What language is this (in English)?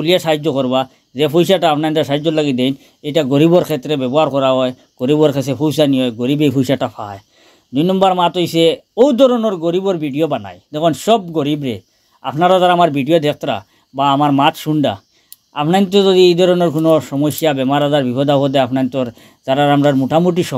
Sylheti